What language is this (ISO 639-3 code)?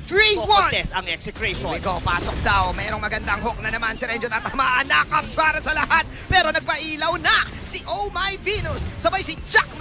fil